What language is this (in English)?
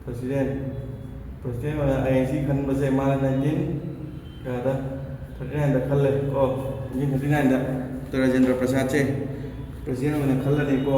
Manipuri